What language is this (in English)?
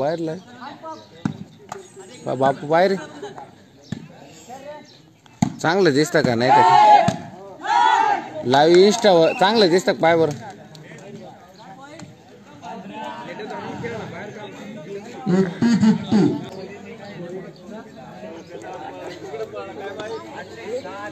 Marathi